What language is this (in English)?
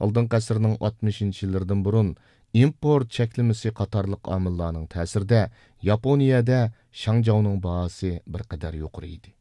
Uyghur